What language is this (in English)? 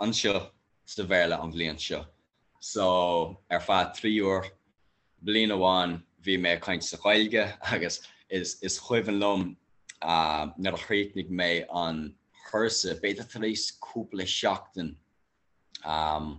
Irish